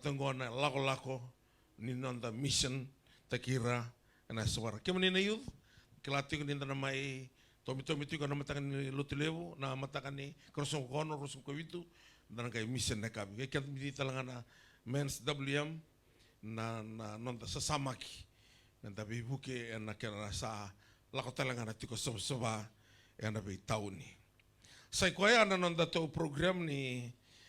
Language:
Fijian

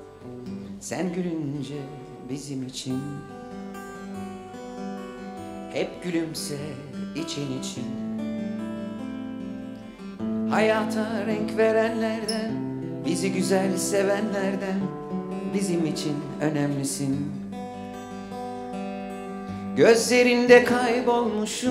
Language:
Turkish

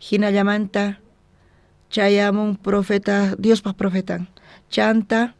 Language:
South Bolivian Quechua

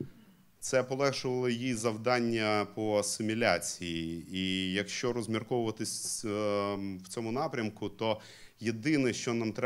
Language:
Ukrainian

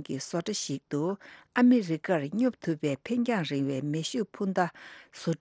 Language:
Tibetan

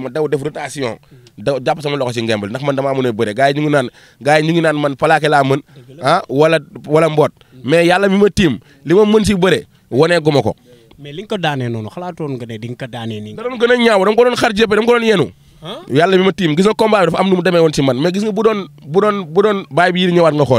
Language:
Wolof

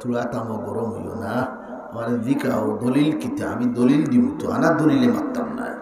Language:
Sylheti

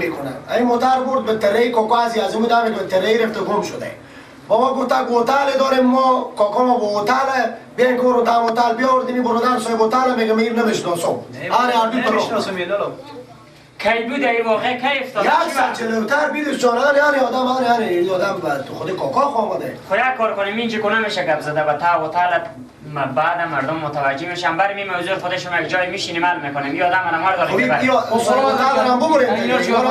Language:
Persian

